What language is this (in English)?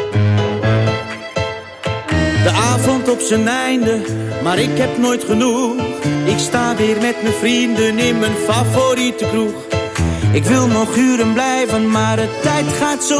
Dutch